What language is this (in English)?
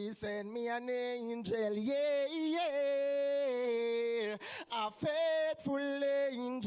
Jamaican Creole English